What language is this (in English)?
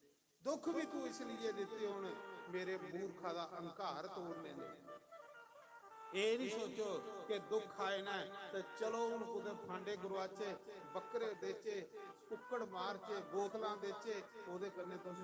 Dogri